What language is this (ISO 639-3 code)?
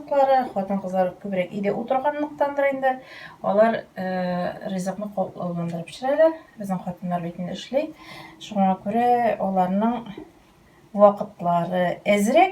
tat